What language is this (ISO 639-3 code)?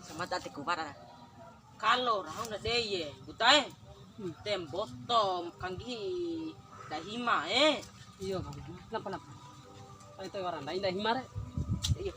bhp